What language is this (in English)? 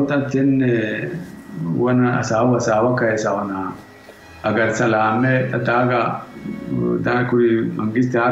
Sidamo